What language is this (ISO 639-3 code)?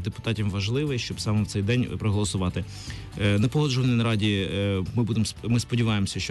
ukr